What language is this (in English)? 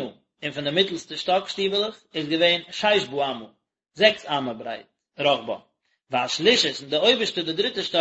Yiddish